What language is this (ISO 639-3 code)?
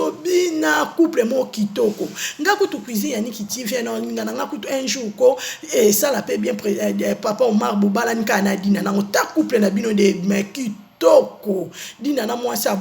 lin